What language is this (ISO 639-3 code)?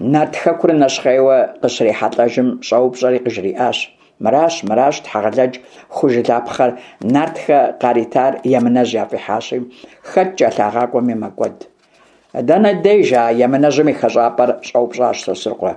kbd